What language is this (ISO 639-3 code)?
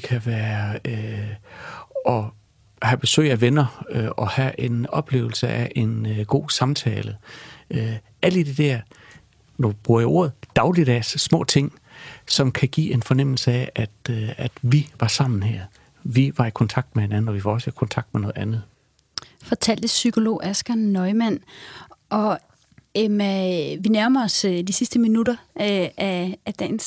dan